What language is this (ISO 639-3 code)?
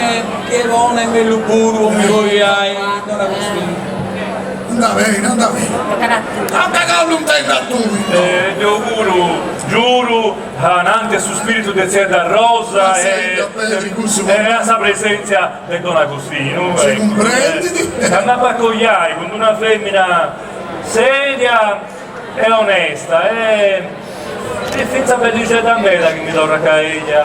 srd